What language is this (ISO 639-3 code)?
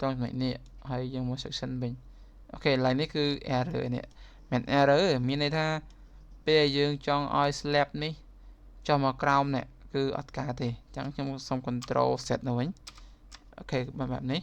khm